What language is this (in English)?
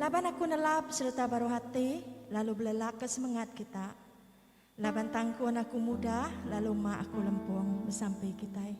Iban